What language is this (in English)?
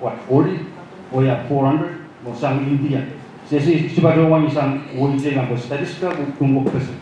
Pohnpeian